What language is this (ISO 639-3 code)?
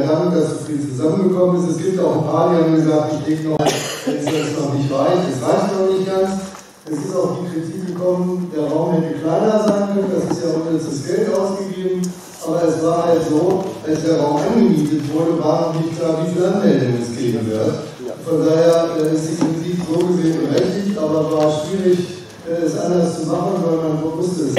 deu